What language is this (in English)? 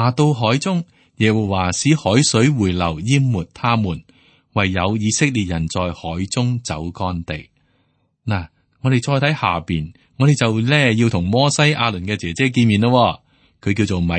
Cantonese